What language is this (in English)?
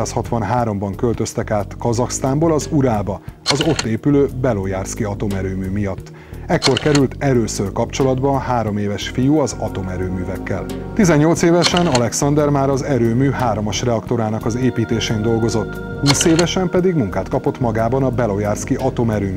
Hungarian